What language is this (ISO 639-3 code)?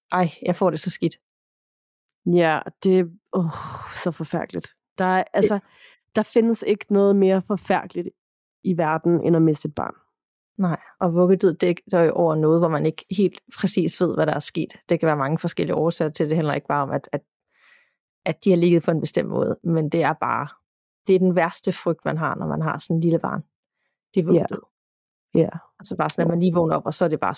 dan